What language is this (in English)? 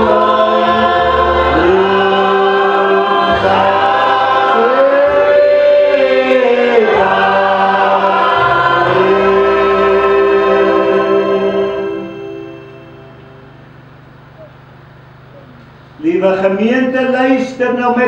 Afrikaans